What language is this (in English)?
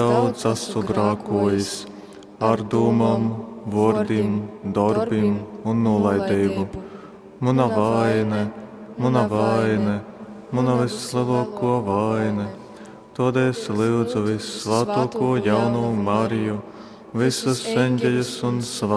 Latgalian